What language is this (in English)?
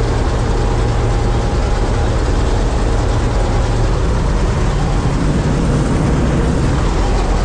Polish